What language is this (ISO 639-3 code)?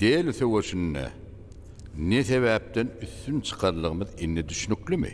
tuk